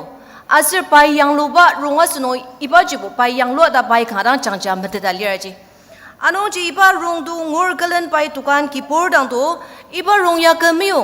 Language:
Ao Naga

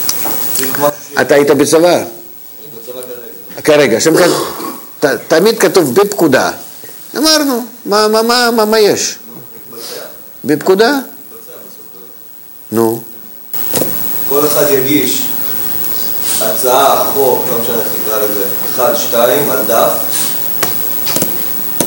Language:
Hebrew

